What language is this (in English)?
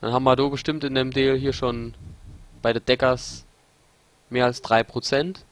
Palatine German